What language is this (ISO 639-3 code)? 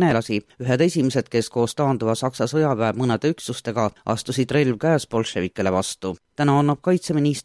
est